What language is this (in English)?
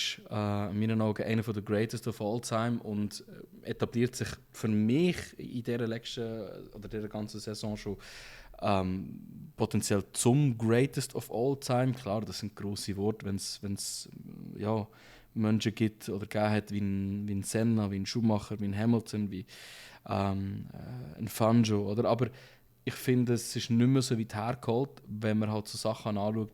Swiss German